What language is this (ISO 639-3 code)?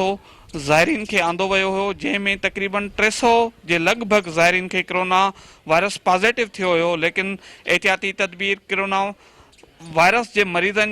snd